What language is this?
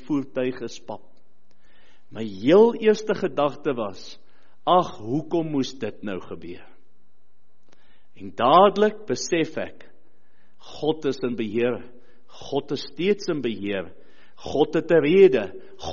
Afrikaans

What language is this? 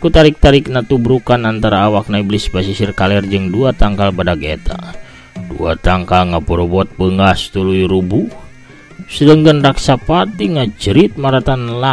Sundanese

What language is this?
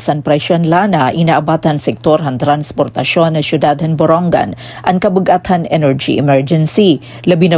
Waray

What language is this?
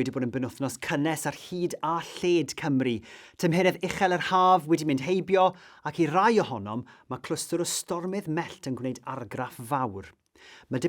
Welsh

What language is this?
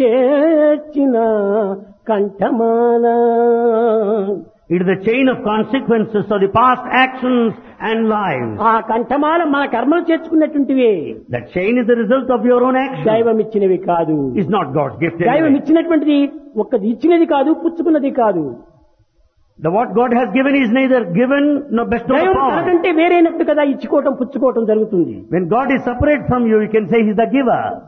Telugu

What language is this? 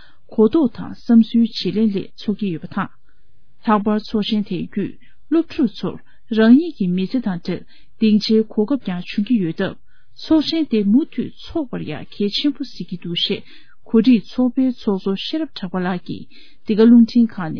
Tibetan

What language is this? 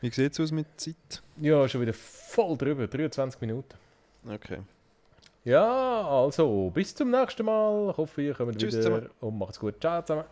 Swiss German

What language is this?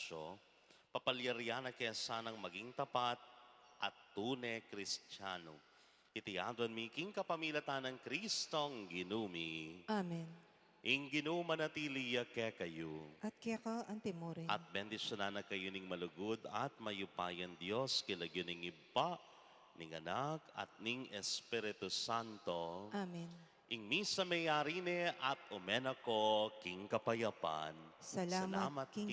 Pampanga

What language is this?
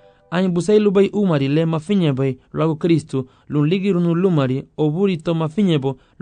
Garifuna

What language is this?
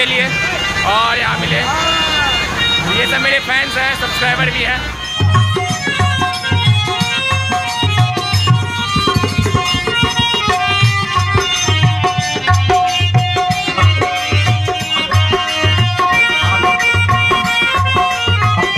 Hindi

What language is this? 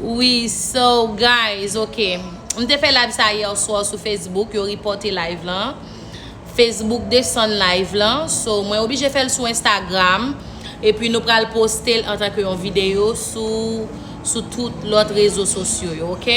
Haitian Creole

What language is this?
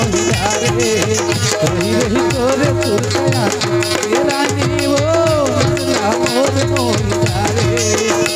Chhattisgarhi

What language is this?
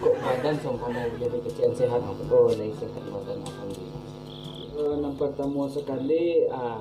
Minangkabau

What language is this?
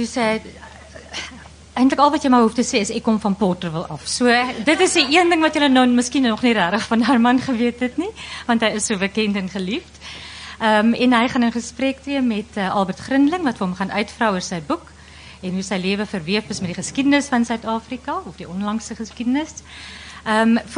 Afrikaans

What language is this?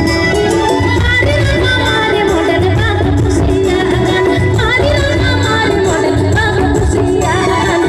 Santali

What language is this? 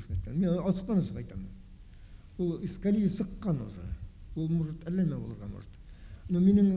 Bashkir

